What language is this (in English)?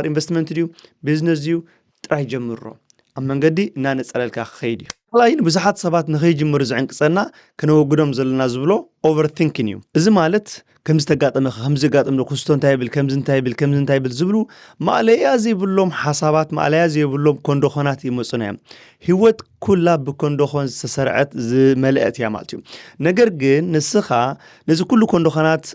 Tigrinya